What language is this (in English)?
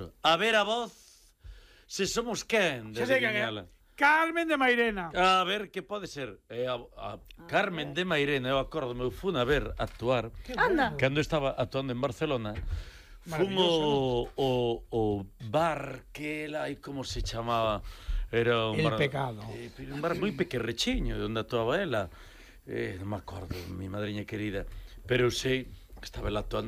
Galician